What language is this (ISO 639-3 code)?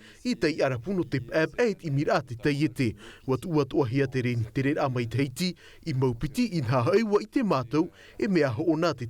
tah